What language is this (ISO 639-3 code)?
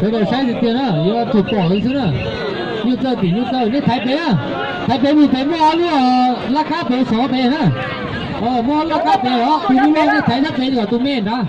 hmn